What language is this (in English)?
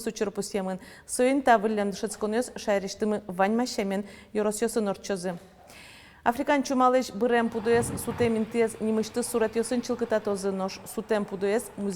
Udmurt